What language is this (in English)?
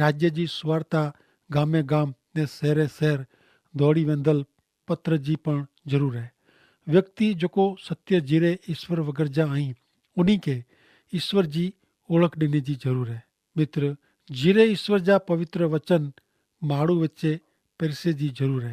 Kachhi